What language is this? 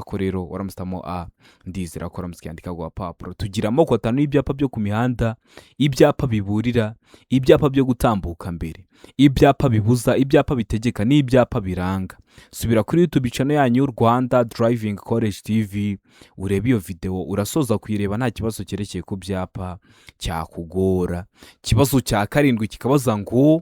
Kinyarwanda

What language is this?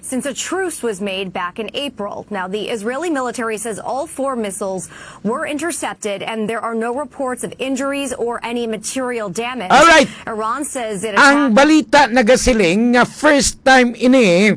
Hiligaynon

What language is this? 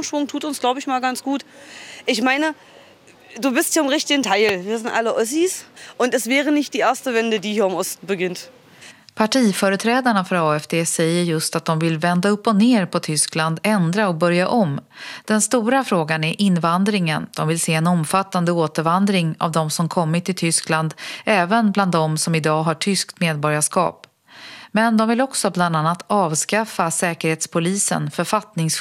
Swedish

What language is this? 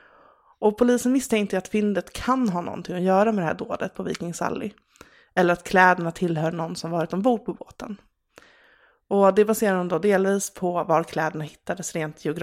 Swedish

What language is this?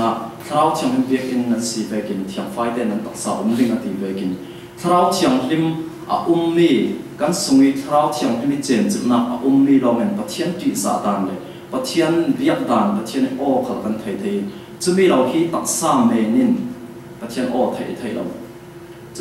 Falam Chin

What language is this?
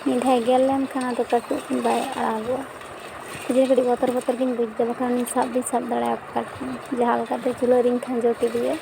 Santali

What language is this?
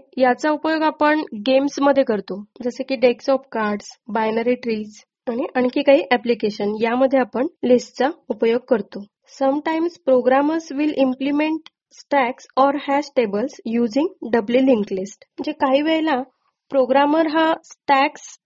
Marathi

